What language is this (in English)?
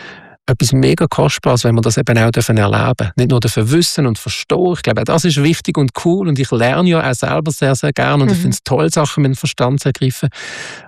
German